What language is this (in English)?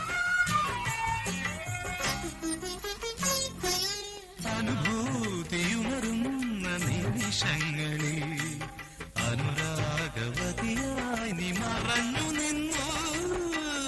Malayalam